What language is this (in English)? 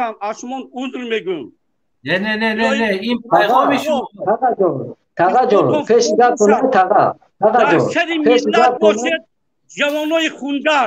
Tajik